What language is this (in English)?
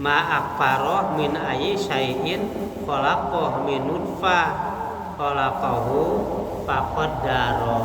Sundanese